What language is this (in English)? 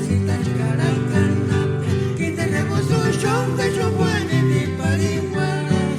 Purepecha